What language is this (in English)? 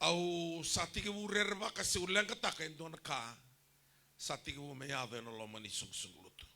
Fijian